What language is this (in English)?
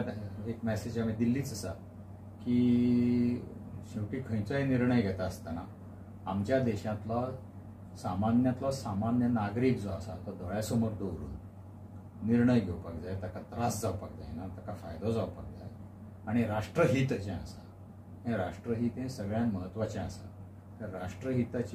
Konkani